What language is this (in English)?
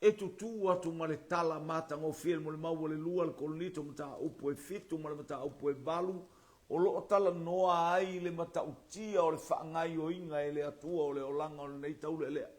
Samoan